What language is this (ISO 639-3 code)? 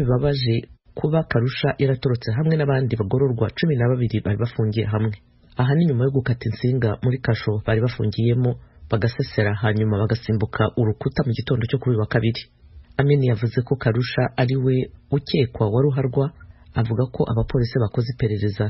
kin